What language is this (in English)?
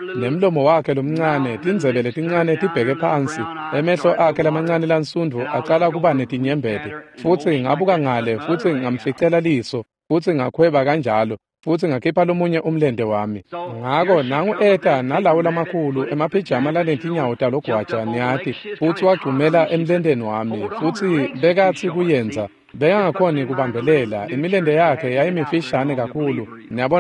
Swati